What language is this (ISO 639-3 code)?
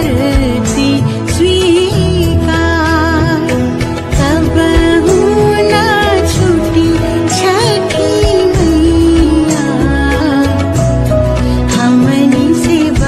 bho